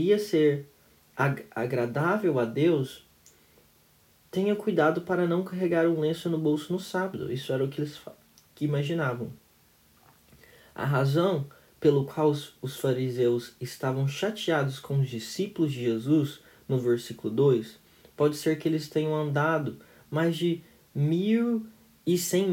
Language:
Portuguese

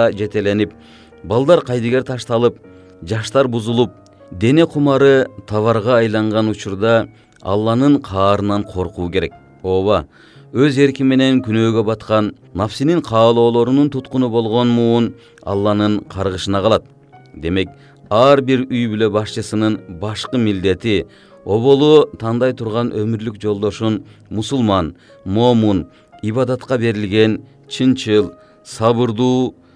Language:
Kyrgyz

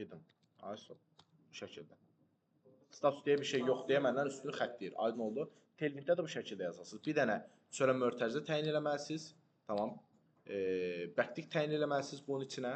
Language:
Azerbaijani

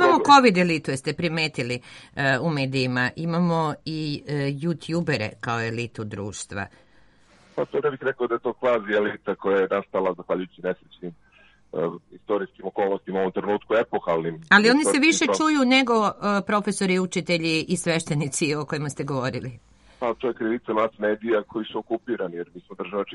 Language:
Serbian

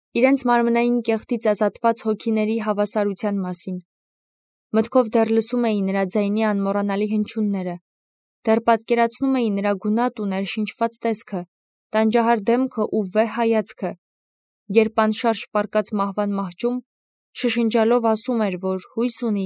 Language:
Armenian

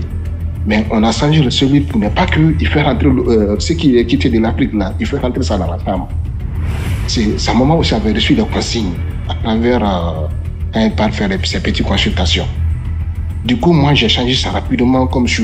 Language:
French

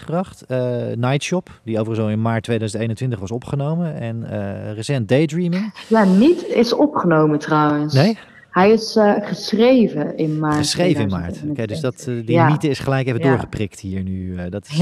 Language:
Dutch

